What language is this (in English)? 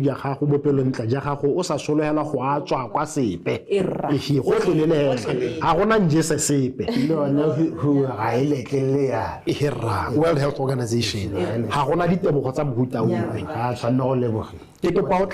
Tswana